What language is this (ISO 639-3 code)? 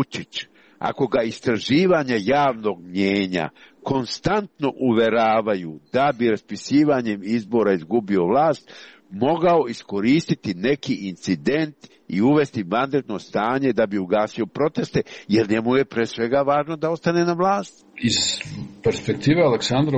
srp